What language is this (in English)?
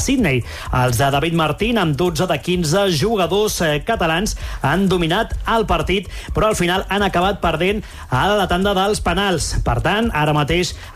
Catalan